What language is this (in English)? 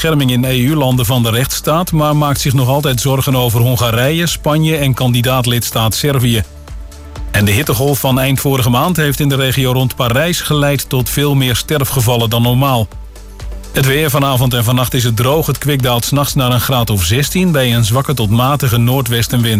Dutch